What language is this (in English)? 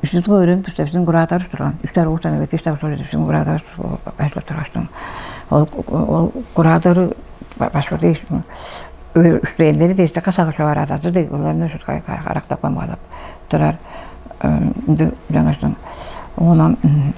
Tuvinian